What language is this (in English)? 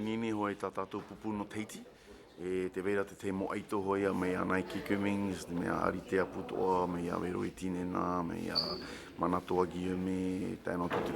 Tahitian